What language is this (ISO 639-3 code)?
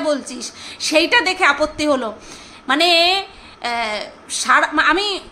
ben